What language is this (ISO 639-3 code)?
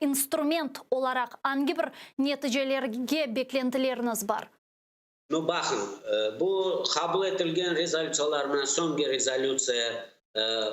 crh